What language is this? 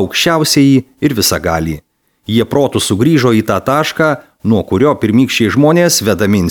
Lithuanian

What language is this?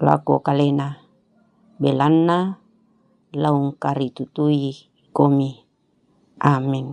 Toraja-Sa'dan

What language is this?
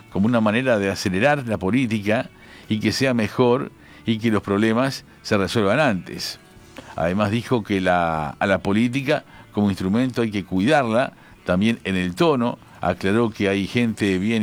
Spanish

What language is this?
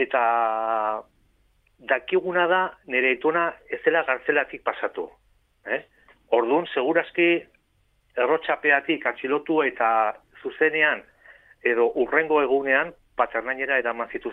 Basque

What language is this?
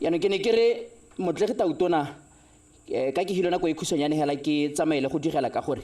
Tswana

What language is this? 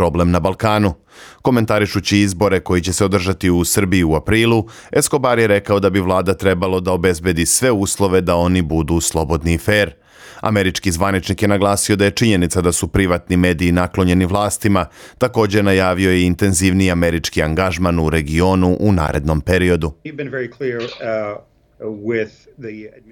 Serbian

